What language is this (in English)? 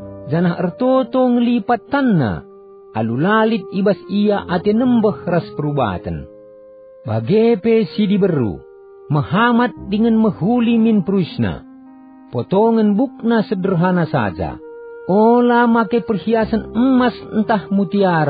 Batak Karo